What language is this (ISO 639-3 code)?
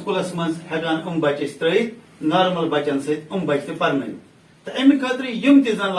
kas